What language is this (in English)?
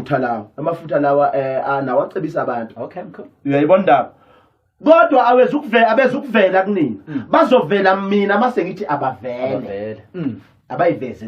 Zulu